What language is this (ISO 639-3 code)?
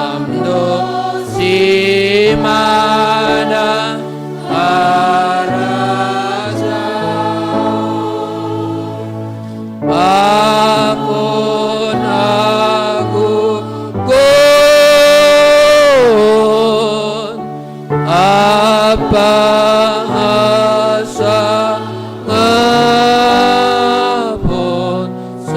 bts